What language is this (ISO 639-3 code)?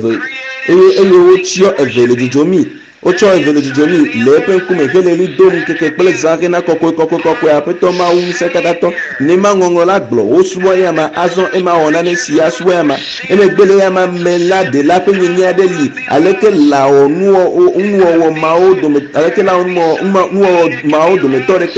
ewe